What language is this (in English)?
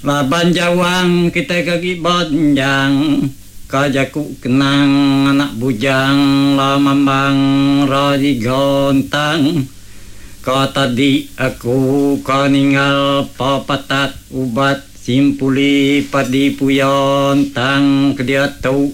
Iban